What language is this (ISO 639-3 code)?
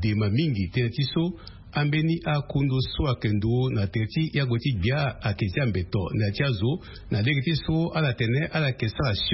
sag